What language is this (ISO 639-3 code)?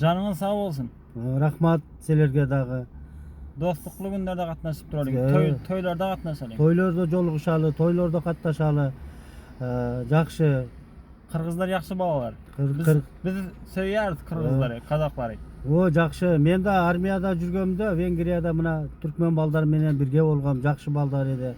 tuk